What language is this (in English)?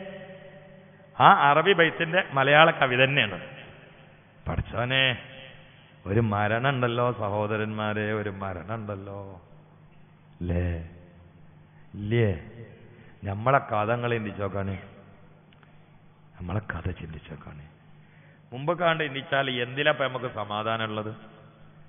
Malayalam